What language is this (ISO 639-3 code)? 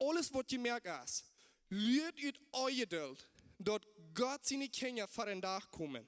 pdt